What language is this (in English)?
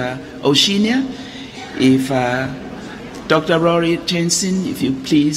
Tongan